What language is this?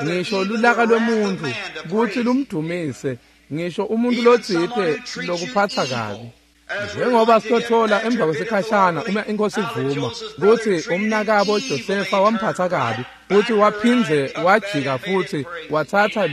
Swati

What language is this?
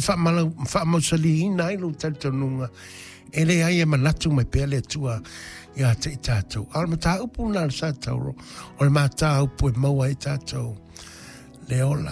Samoan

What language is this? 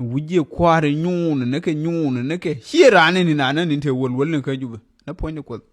Nuer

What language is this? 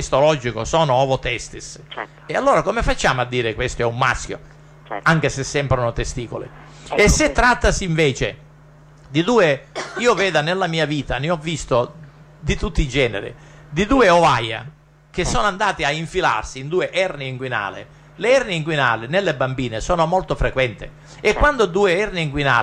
Italian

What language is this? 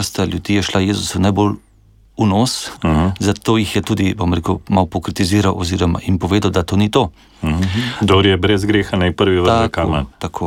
Slovenian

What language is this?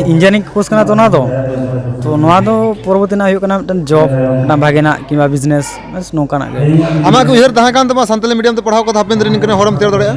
Santali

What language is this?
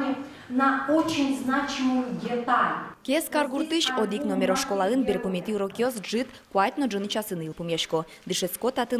Udmurt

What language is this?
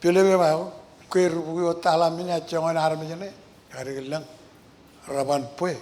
Marshallese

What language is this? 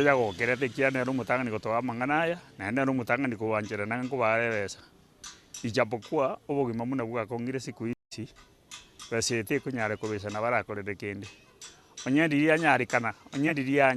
Gusii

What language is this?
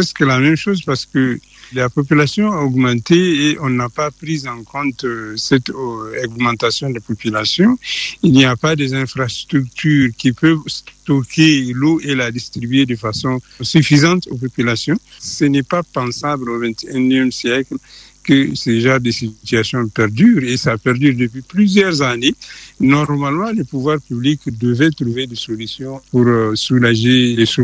French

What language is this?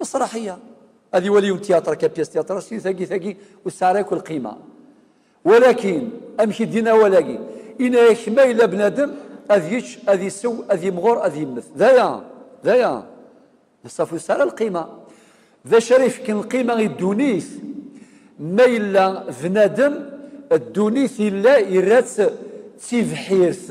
Kabyle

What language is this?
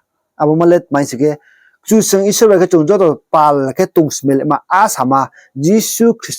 Riang (India)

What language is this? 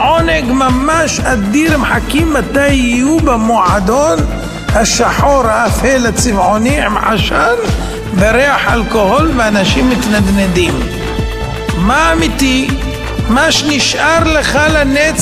Hebrew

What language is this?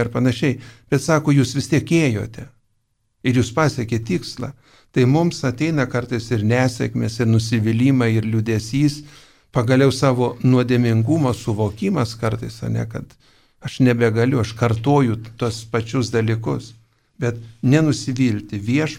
Lithuanian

